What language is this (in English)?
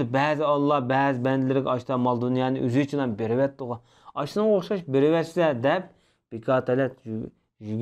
Uyghur